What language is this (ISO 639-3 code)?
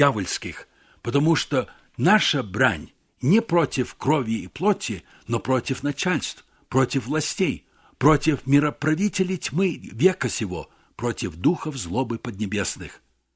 rus